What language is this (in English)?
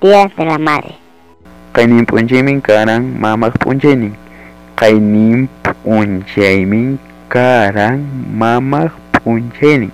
Ayacucho Quechua